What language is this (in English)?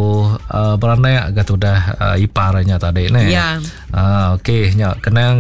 Iban